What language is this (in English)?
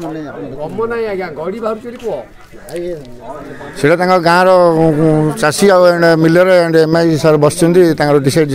Odia